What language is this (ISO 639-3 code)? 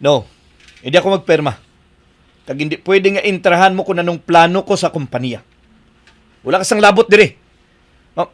hil